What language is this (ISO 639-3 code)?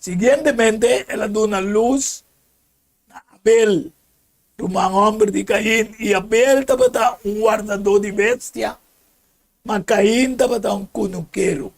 pap